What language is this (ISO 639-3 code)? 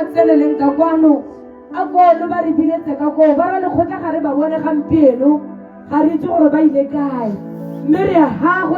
tsn